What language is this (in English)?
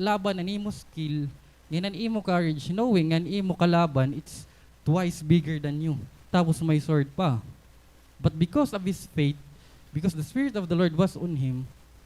Waray